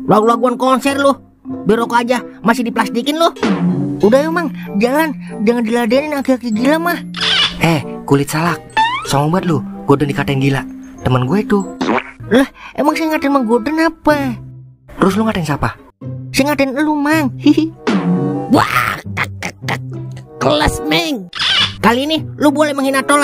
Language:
Betawi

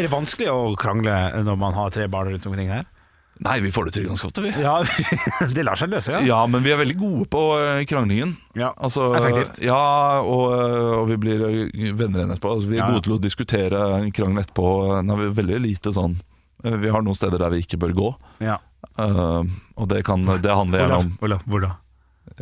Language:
Norwegian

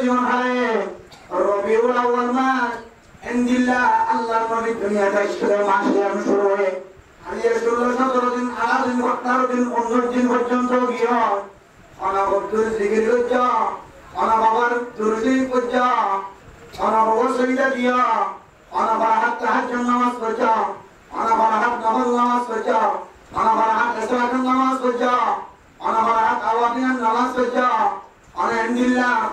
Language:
Rohingya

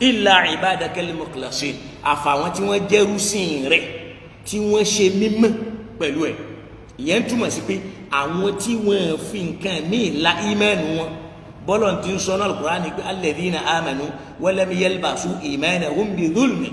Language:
Yoruba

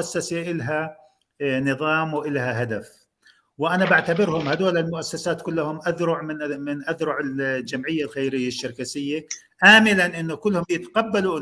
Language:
North Levantine Arabic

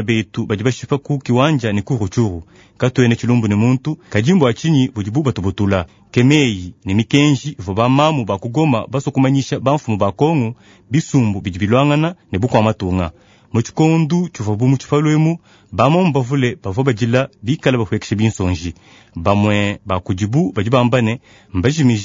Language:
Luba-Lulua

